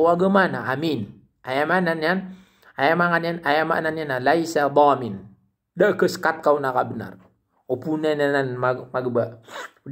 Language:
Maranao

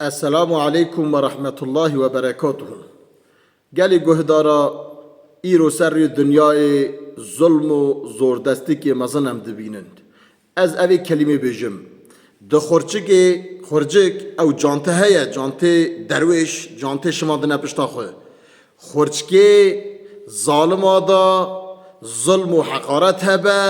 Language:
Kurdish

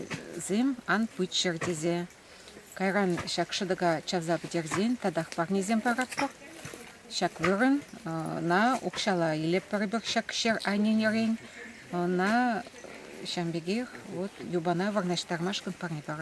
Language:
Chuvash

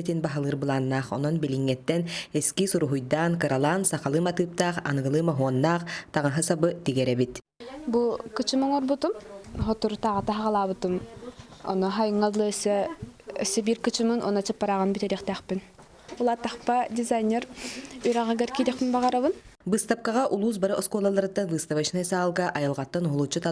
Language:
Yakut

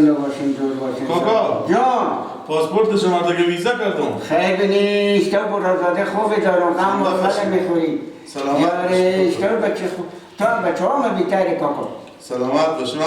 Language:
Persian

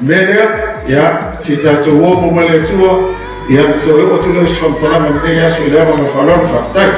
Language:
Samoan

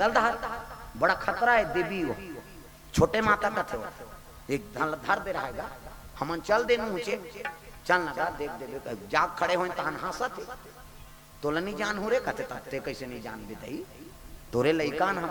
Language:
Chhattisgarhi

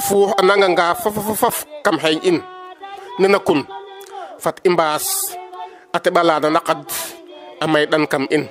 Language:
Serer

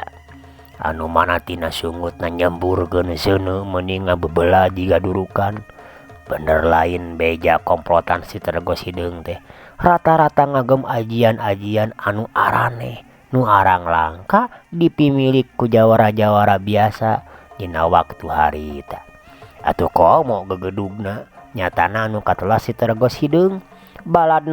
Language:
Sundanese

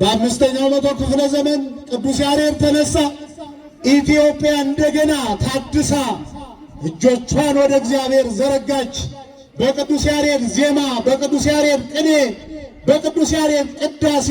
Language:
Amharic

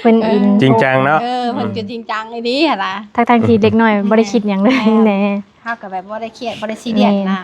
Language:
Northeastern Thai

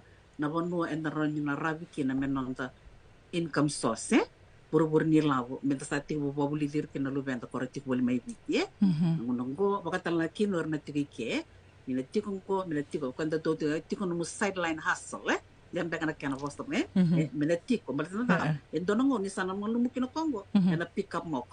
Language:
Fijian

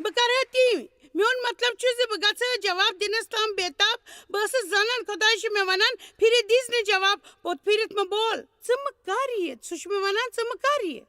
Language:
Kashmiri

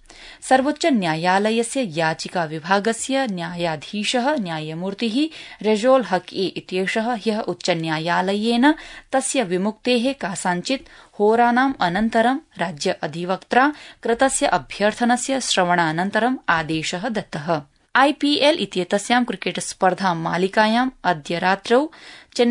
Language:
Sanskrit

